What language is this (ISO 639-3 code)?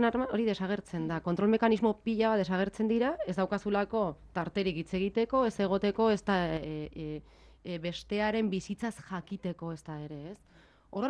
eus